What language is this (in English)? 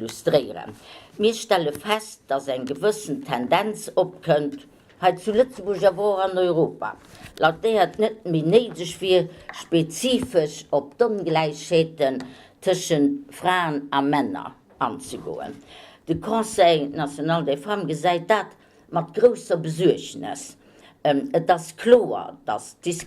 Luxembourgish